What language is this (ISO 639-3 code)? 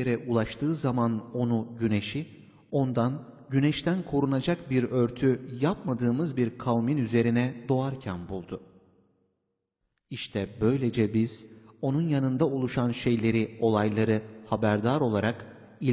tur